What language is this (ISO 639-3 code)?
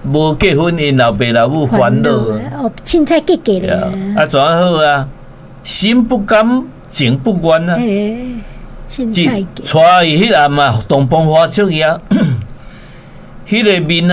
nan